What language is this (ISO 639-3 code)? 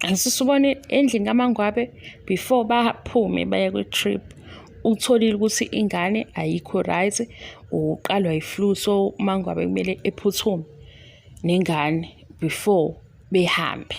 zul